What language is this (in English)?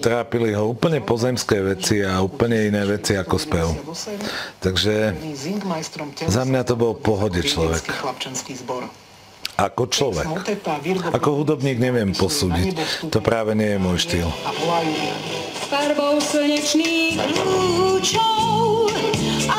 Slovak